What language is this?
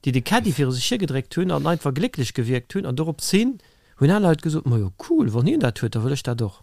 Luxembourgish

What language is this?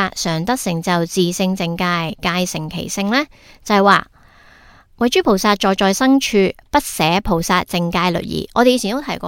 Cantonese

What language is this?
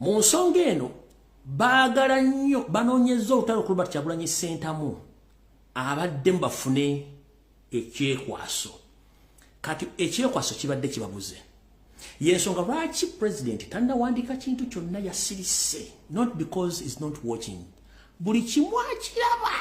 Ganda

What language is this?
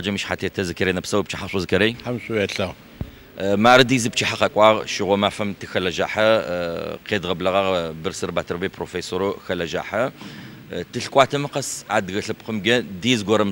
Adyghe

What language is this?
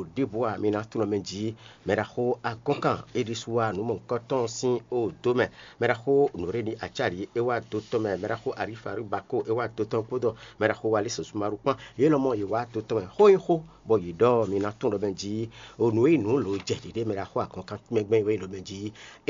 Fon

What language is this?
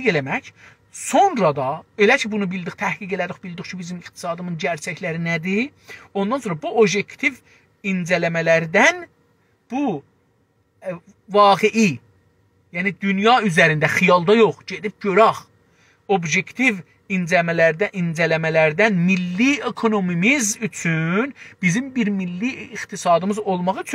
South Azerbaijani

